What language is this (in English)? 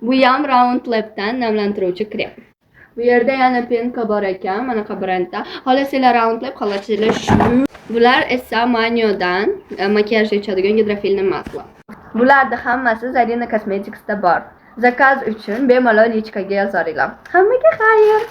Uzbek